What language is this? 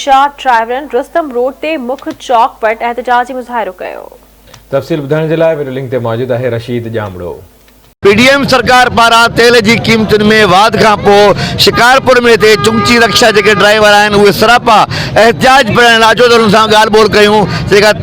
Sindhi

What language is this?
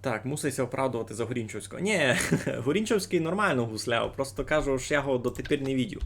Rusyn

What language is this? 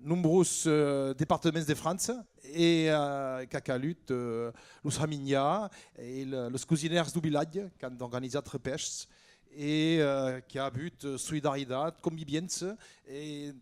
Occitan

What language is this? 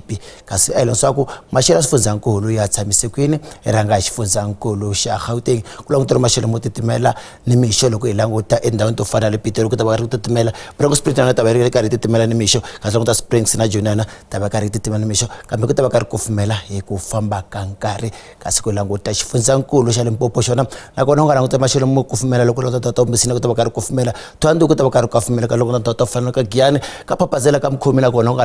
Tsonga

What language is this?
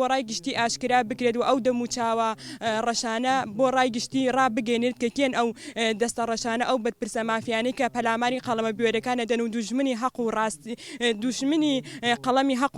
Central Kurdish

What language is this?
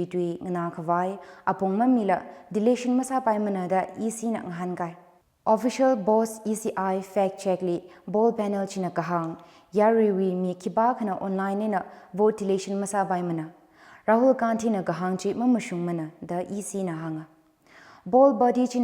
Tangkhul Naga (India)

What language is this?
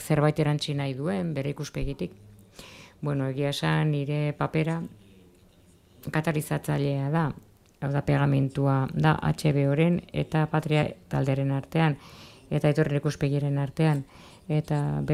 Basque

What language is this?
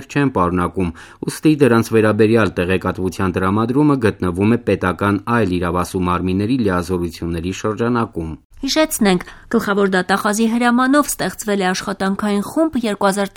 Armenian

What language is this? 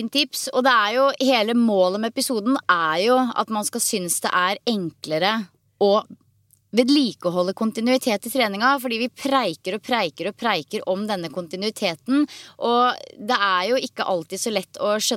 Norwegian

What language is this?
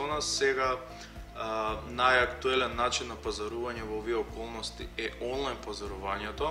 Macedonian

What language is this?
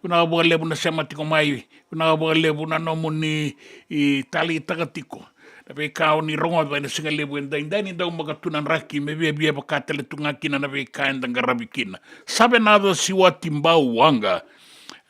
Fijian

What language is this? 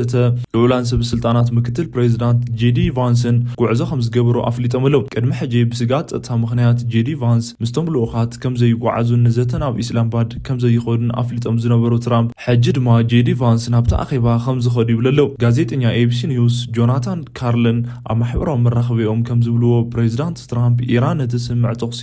Tigrinya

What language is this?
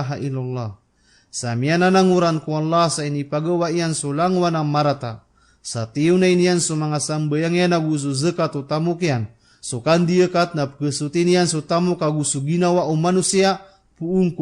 Maranao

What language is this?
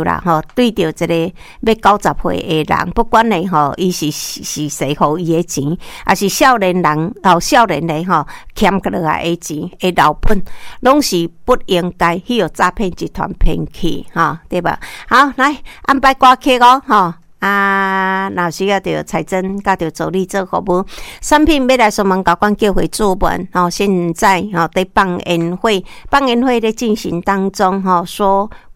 Min Nan Chinese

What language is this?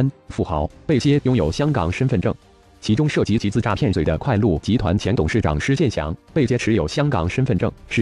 Chinese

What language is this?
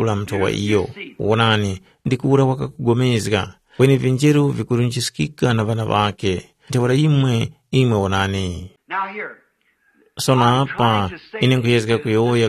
Tumbuka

